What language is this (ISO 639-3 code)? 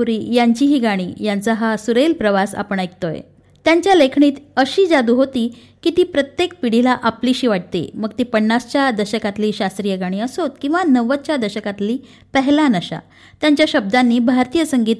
mar